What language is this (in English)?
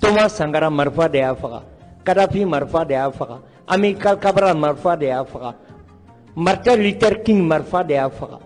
Bambara